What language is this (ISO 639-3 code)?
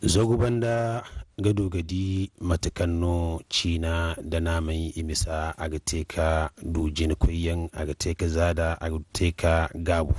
dje